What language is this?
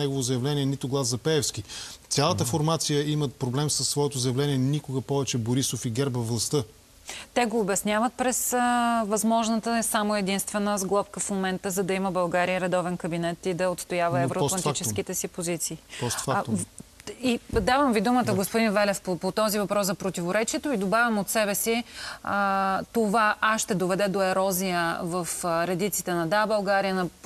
Bulgarian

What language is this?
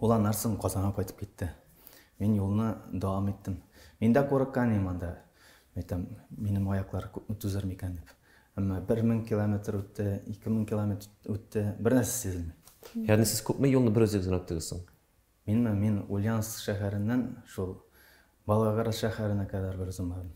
Tatar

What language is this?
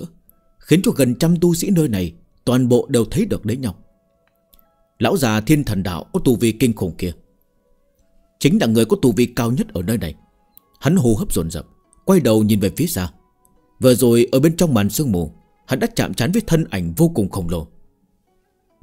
Vietnamese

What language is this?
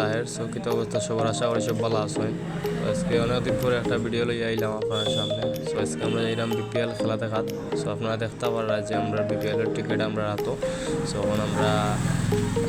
Sylheti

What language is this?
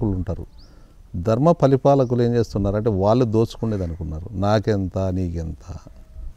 Telugu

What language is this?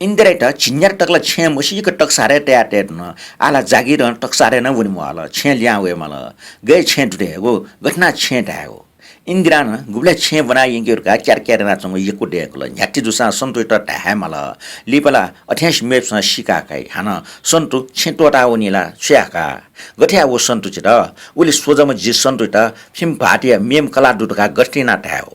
Newari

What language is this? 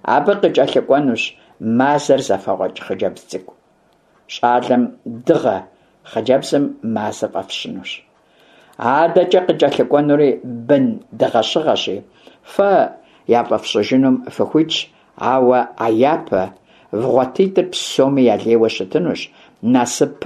Kabardian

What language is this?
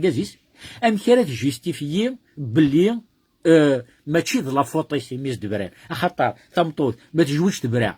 Kabyle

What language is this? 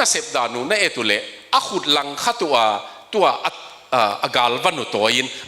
Tedim Chin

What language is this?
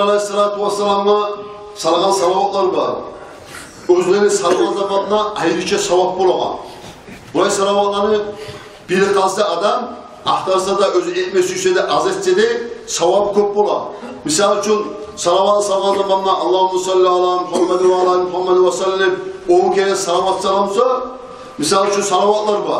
Kumyk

